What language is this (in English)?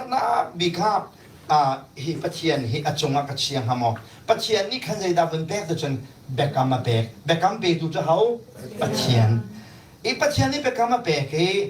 Hakha Chin